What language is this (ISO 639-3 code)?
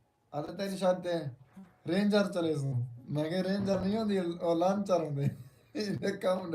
skr